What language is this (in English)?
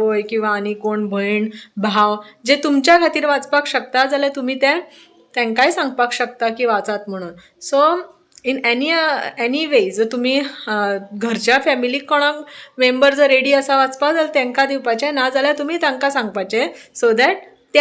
Konkani